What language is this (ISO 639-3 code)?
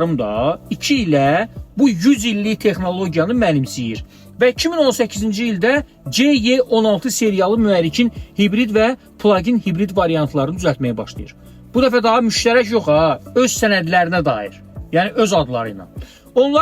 aze